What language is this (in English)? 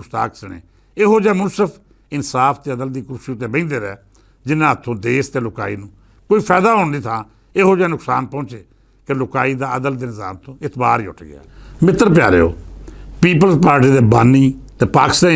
Western Panjabi